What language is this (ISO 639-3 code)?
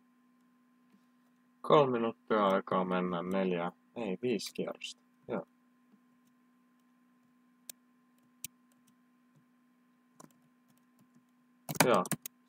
fin